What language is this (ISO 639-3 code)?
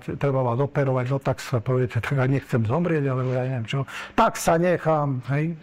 slk